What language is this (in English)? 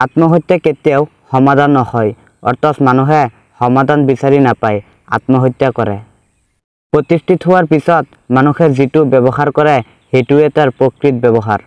Assamese